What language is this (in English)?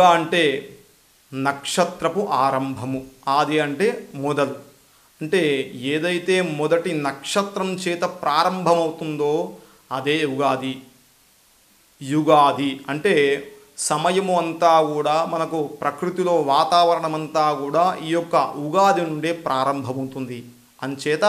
Telugu